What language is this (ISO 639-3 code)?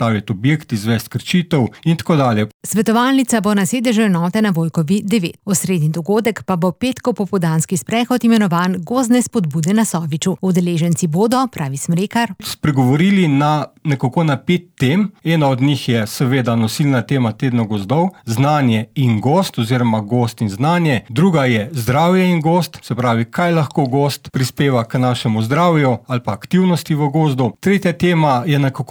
slv